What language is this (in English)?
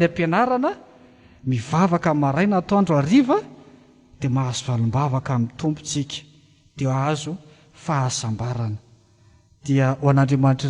Malagasy